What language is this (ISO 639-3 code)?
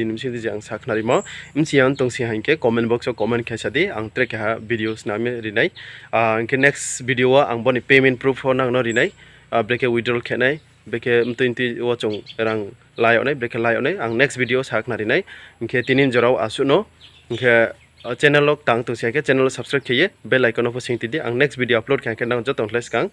ria